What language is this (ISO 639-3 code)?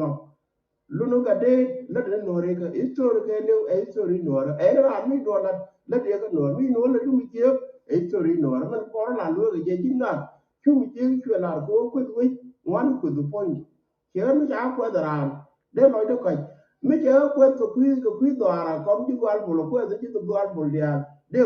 nus